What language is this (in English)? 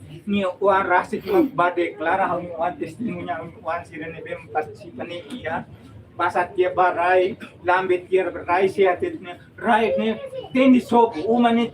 Tetum